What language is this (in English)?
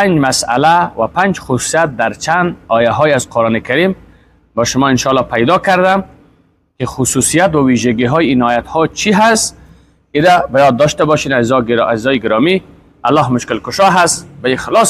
Persian